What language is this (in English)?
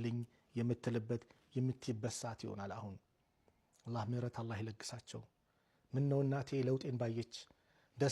Amharic